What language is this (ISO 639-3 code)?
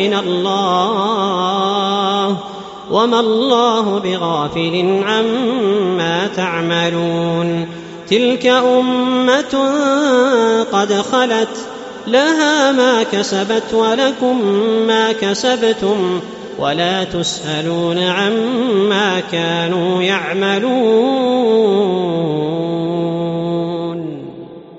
ara